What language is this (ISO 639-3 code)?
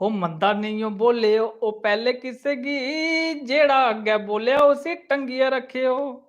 doi